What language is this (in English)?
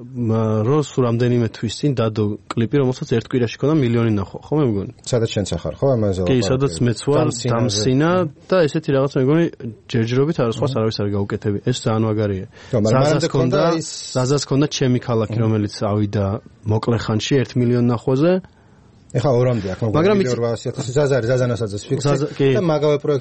Georgian